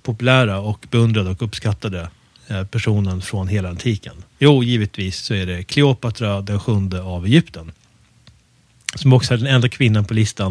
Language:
Swedish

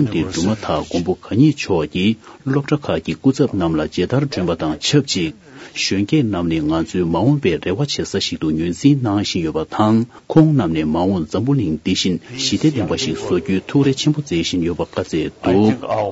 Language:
Tibetan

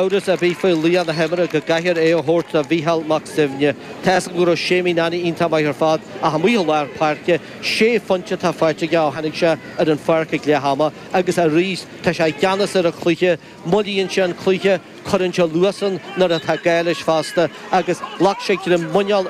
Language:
Irish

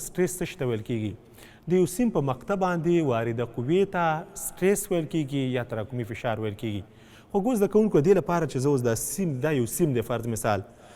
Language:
Pashto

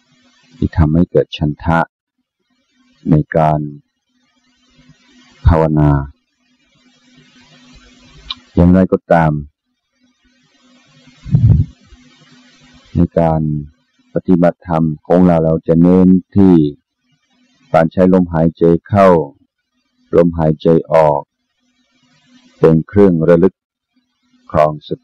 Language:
Thai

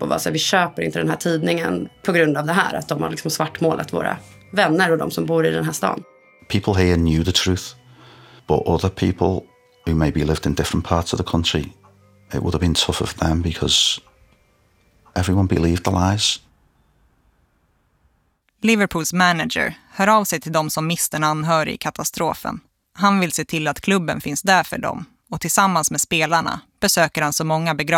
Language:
Swedish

